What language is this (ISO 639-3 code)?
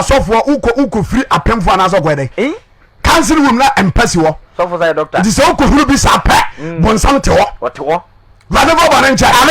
aka